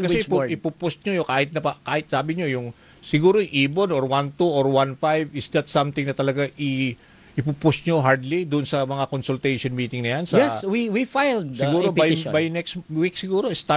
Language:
Filipino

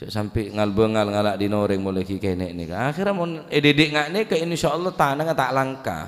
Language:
Madurese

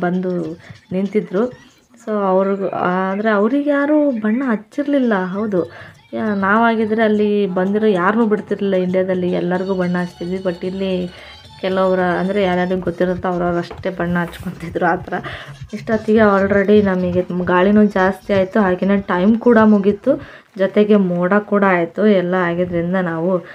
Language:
Kannada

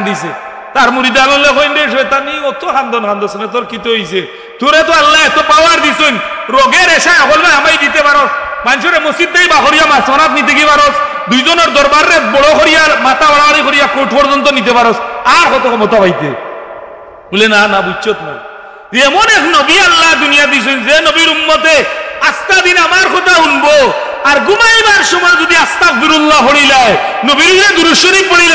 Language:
Sylheti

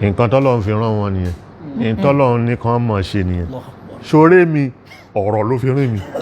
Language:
Yoruba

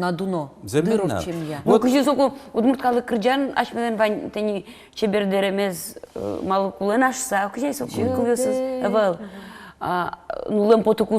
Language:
Udmurt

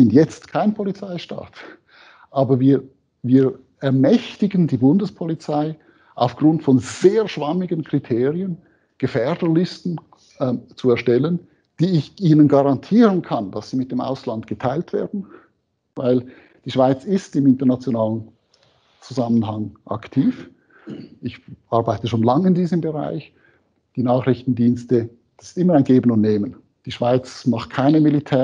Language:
German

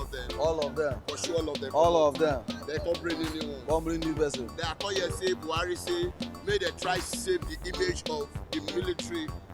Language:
Nigerian Pidgin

